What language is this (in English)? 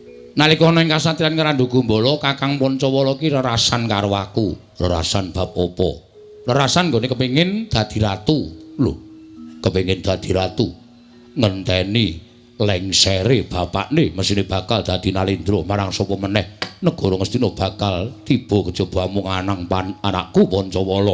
Javanese